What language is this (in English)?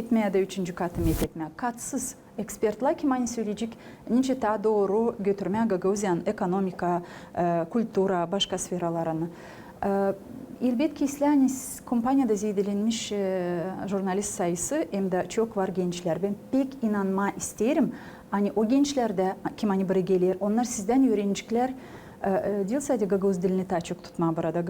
Gagauz